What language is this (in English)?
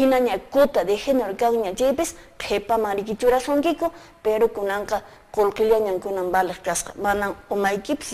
Quechua